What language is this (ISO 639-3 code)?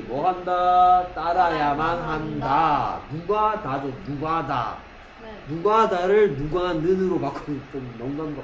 kor